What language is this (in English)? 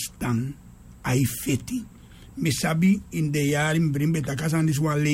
Sranan Tongo